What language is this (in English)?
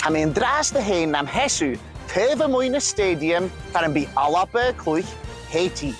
Scottish Gaelic